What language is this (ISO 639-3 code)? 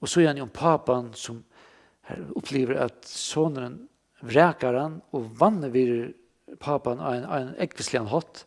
fao